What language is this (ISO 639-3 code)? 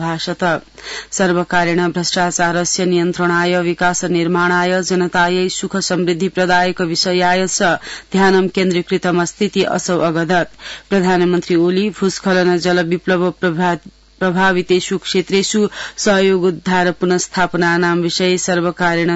san